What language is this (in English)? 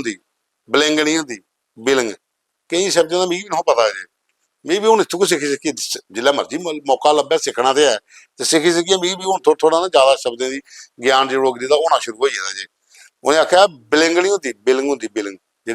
Dogri